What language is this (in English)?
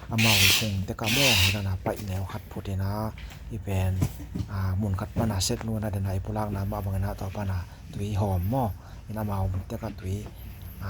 Tedim Chin